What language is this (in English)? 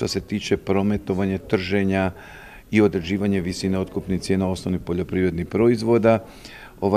Croatian